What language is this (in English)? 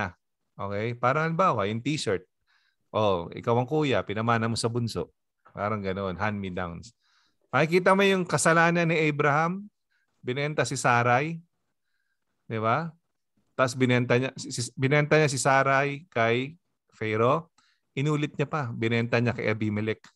Filipino